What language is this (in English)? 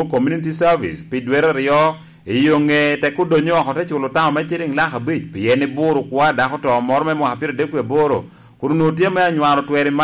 Lango (Uganda)